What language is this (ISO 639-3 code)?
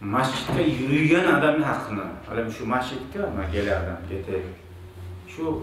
kum